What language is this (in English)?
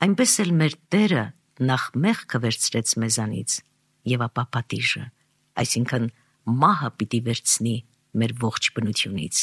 Armenian